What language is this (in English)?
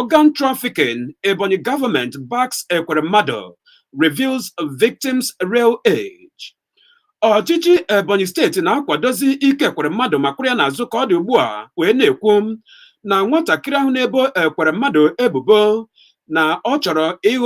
Igbo